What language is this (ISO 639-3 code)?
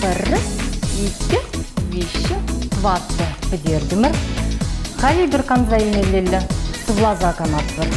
chv